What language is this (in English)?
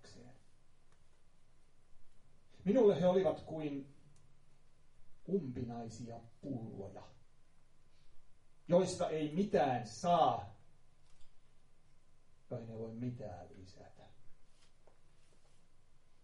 Finnish